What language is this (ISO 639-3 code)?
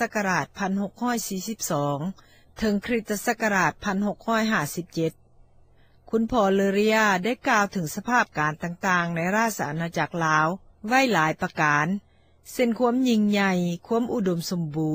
lao